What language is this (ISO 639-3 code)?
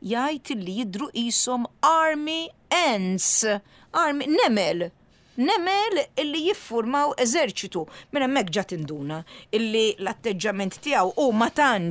mlt